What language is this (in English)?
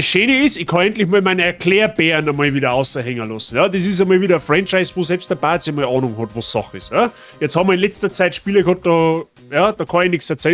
Bavarian